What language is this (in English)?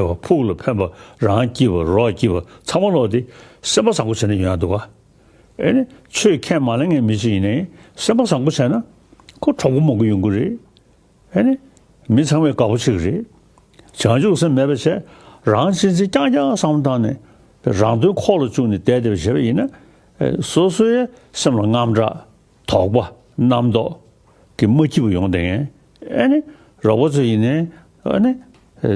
Tibetan